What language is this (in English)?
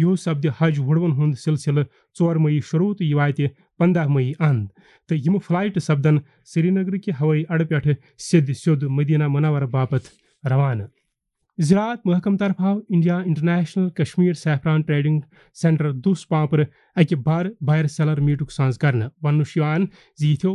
Kashmiri